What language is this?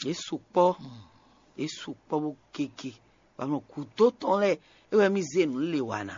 Fon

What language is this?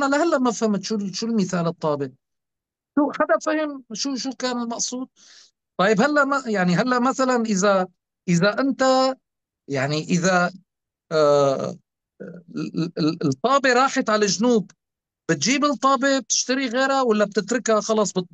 North Levantine Arabic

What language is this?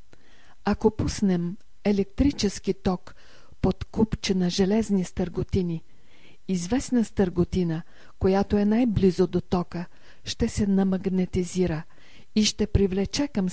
Bulgarian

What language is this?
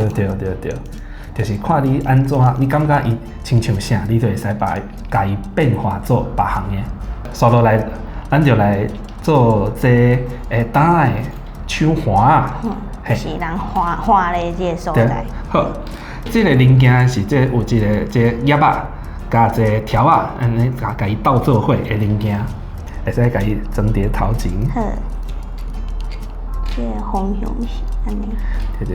Min Nan Chinese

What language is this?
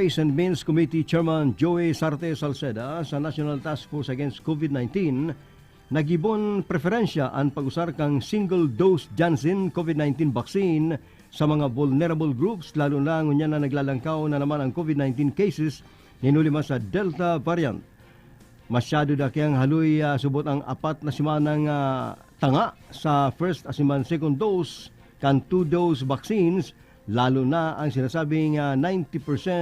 Bikol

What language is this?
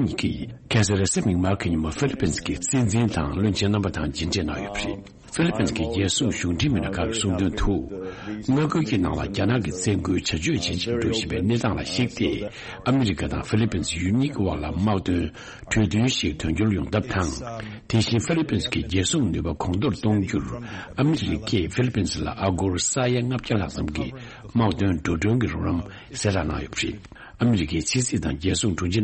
Tibetan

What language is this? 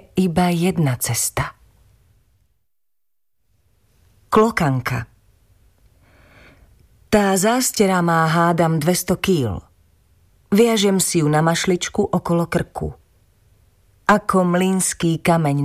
Slovak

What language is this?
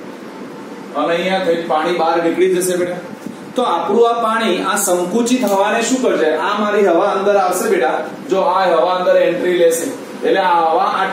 Gujarati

